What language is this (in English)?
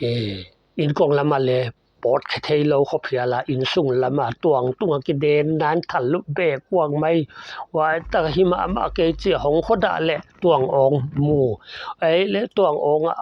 Paite Chin